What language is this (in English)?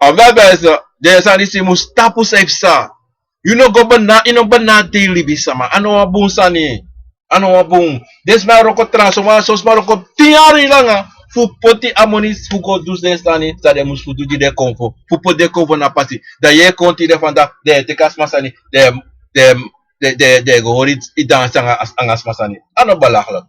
Sranan Tongo